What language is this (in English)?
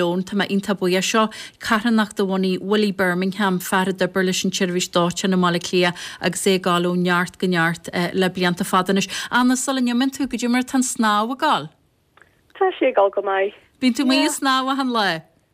Irish